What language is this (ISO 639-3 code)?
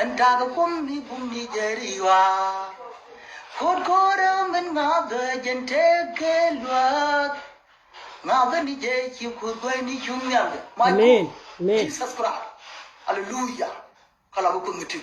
nus